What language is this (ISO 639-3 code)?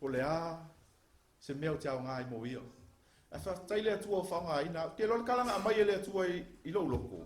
smo